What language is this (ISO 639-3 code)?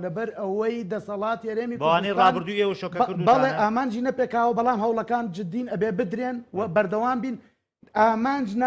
ckb